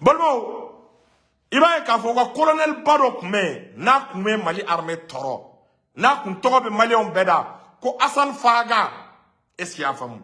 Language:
Bambara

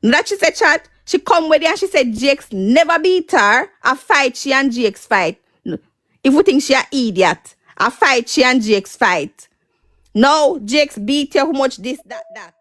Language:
Jamaican Creole English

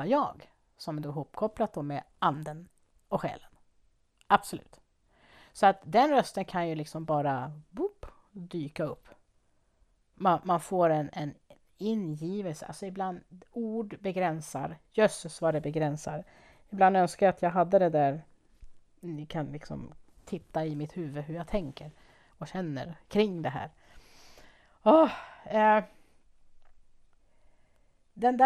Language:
Swedish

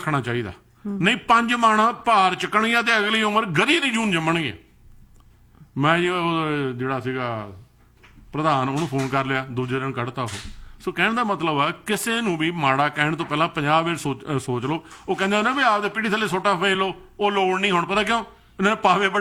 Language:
Punjabi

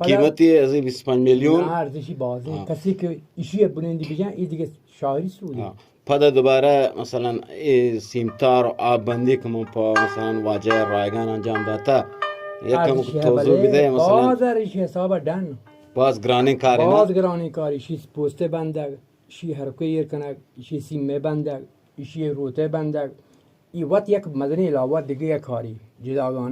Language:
Eastern Balochi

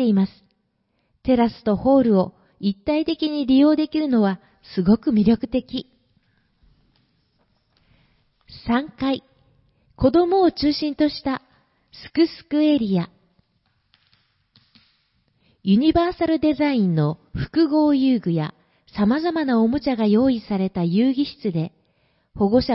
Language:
Japanese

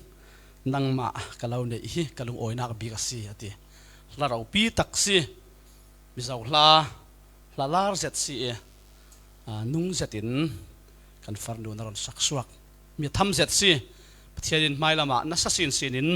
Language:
Falam Chin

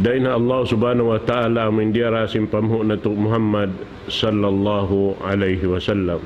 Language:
Tausug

